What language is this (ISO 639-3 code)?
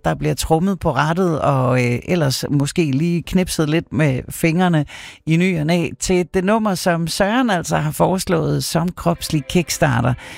dan